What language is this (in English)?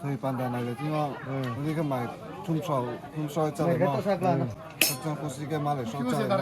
Riang (India)